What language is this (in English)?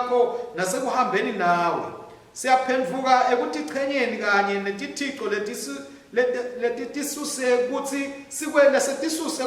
Swati